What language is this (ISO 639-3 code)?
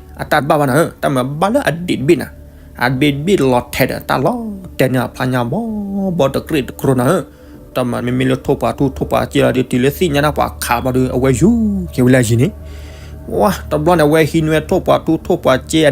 ksw